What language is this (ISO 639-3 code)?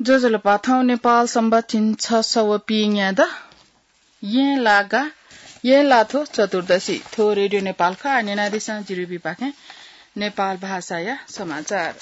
new